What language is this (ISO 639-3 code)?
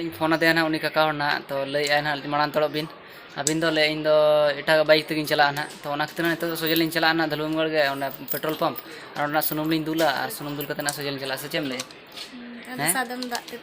sat